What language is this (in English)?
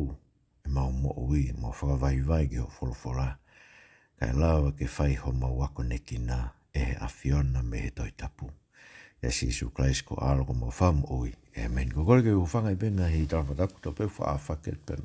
Tongan